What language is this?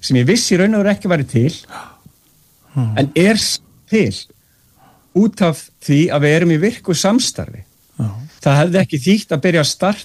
Icelandic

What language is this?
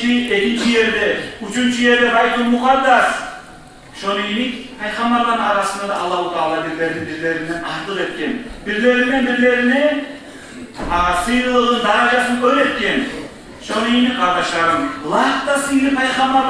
Kumyk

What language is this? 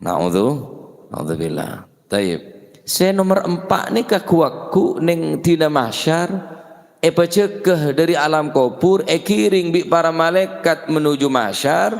Madurese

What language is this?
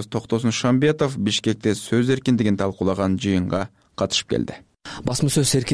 Kyrgyz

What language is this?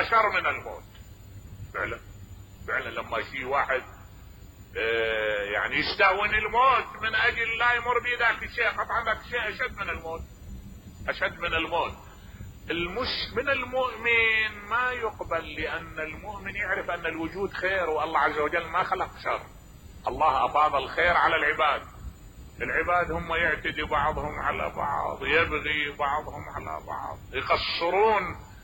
Mesopotamian Arabic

